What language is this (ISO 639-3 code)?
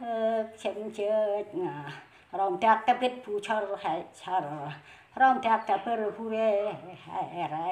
cmo